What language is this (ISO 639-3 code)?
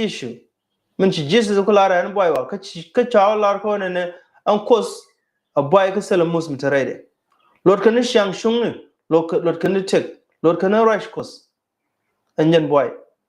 nus